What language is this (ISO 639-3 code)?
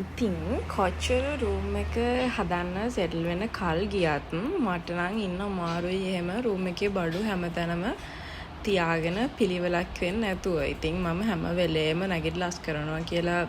sin